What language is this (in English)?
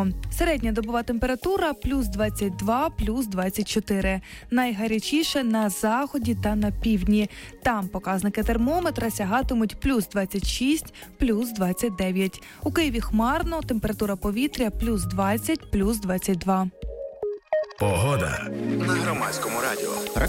Ukrainian